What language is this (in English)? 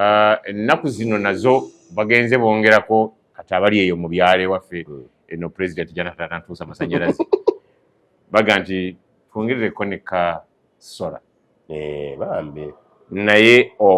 Ganda